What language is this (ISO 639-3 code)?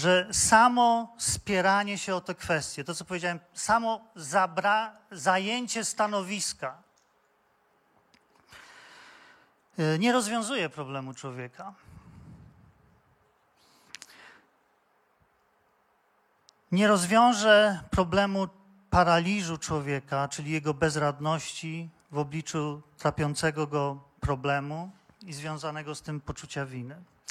pol